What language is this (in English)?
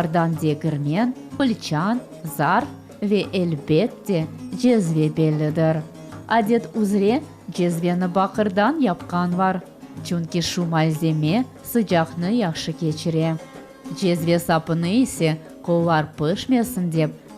Crimean Tatar